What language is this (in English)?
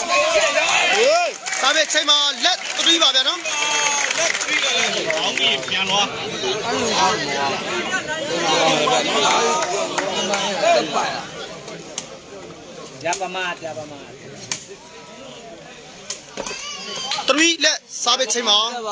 Burmese